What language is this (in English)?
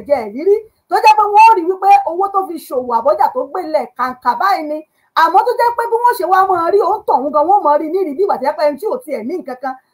Yoruba